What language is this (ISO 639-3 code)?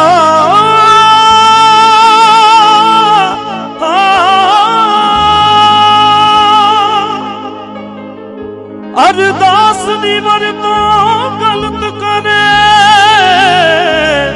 pan